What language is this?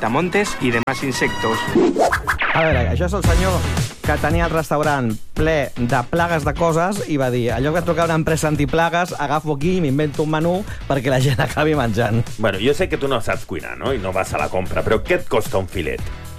Catalan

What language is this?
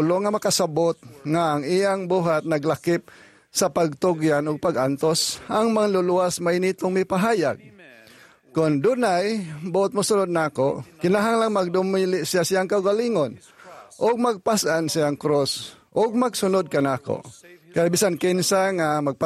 Cebuano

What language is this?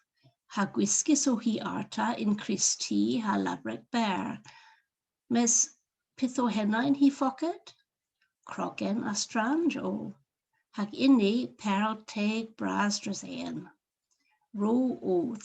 Cornish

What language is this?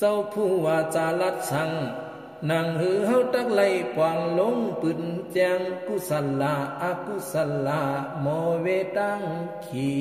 Shan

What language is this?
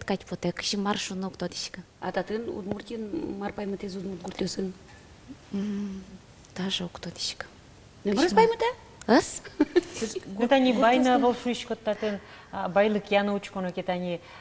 Udmurt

